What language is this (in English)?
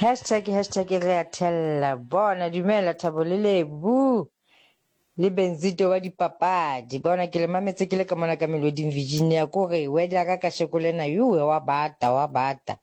Southern Sotho